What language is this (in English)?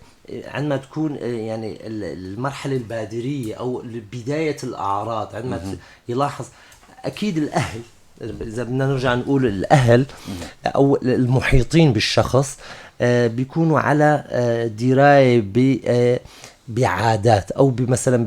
North Levantine Arabic